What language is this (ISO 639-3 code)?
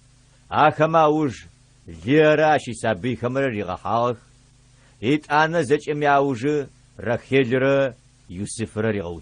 ady